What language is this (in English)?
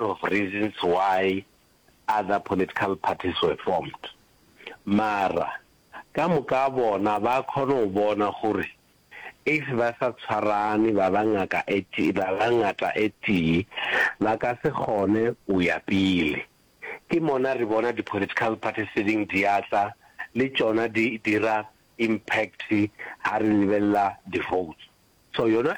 Northern Sotho